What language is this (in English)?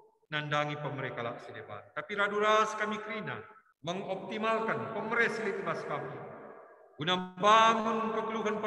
Batak Karo